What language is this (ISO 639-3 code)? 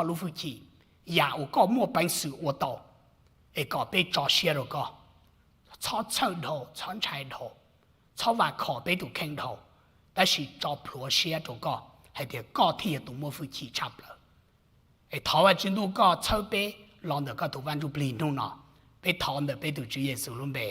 hmn